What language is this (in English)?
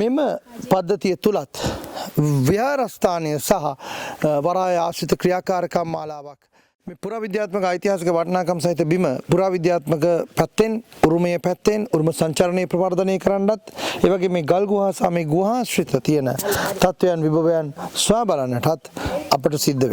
Sinhala